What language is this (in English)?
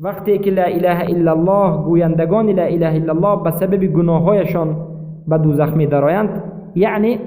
Persian